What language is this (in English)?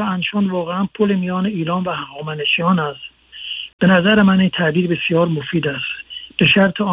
Persian